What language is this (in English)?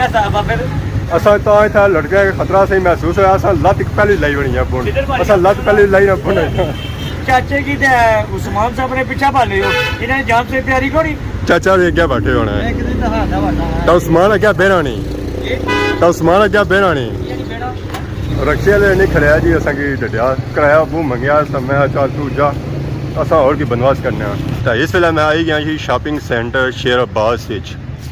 Pahari-Potwari